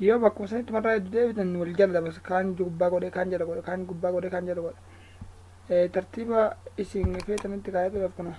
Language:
Oromo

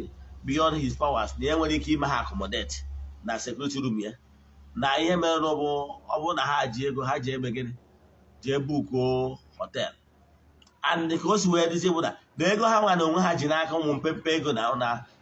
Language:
Igbo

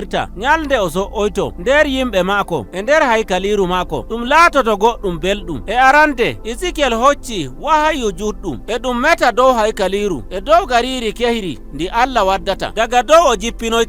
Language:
Nigerian Fulfulde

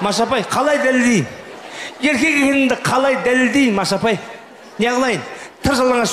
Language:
Kazakh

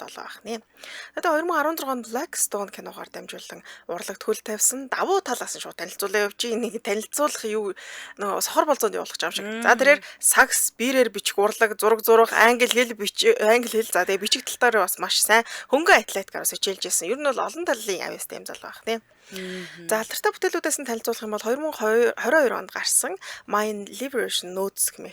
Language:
Mongolian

